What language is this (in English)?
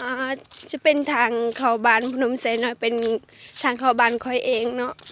Lao